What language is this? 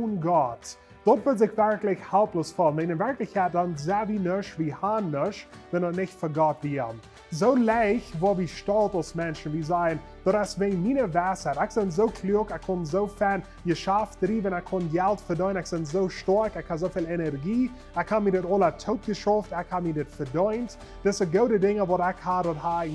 Plautdietsch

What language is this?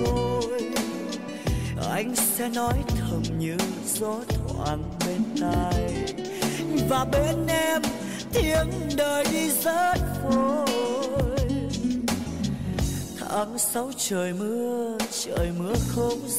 Vietnamese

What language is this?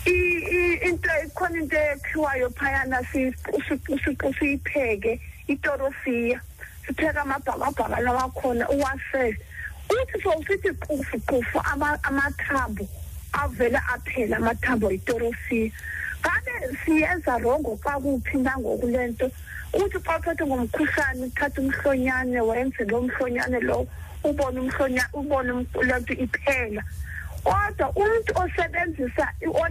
Xhosa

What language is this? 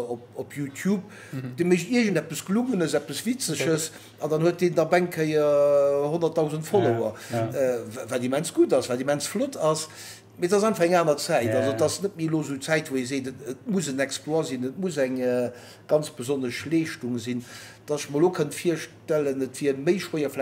Luxembourgish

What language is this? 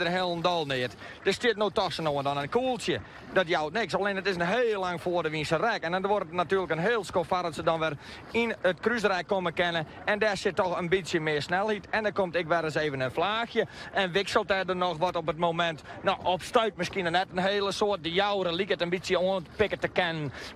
Western Frisian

